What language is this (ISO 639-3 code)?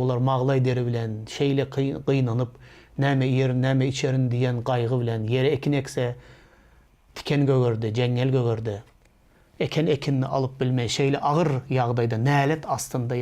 tuk